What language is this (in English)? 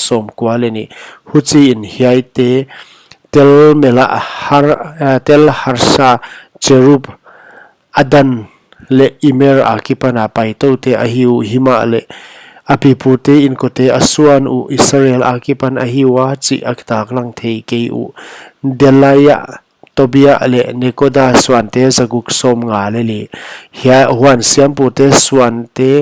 Paite Chin